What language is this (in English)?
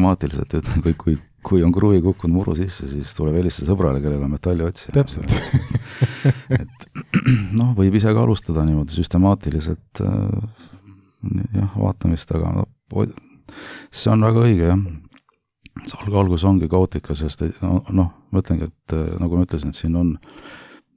Estonian